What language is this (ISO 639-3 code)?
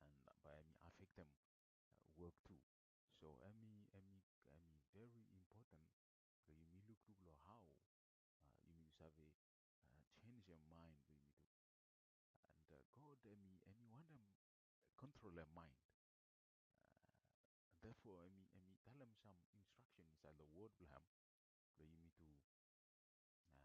bis